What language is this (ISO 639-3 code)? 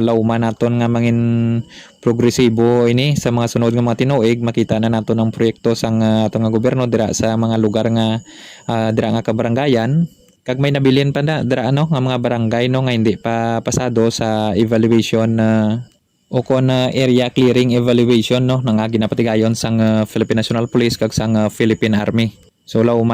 hil